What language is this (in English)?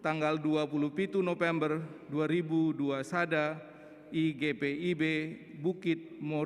Batak Karo